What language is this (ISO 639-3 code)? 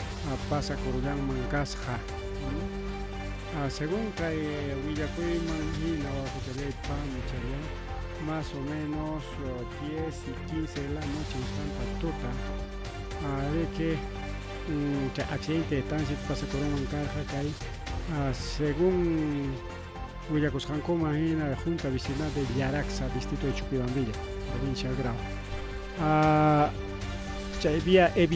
quy